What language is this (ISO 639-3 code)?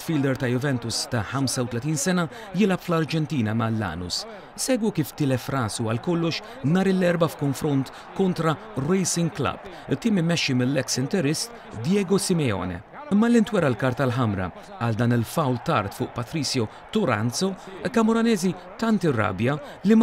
mlt